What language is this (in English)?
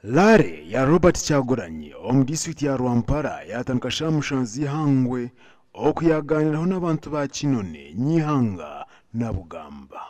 Nyankole